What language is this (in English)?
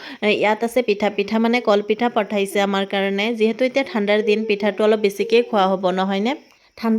Assamese